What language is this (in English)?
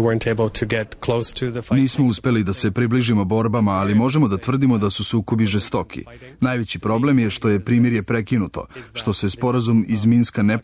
Serbian